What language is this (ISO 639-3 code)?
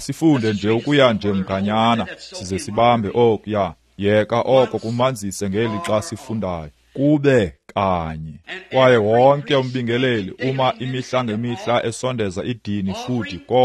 xho